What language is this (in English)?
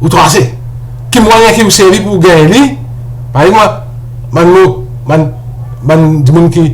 Morisyen